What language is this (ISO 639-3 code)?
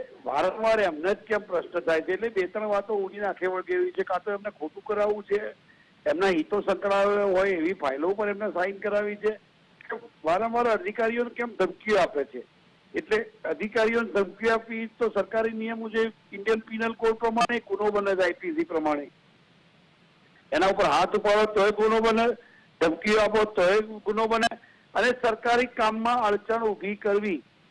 guj